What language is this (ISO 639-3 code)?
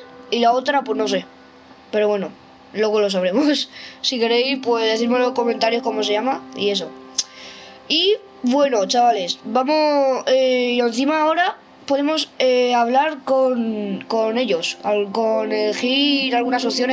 spa